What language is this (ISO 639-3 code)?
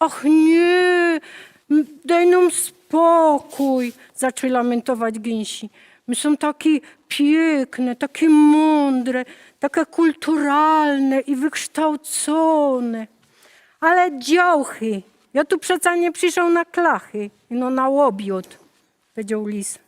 szl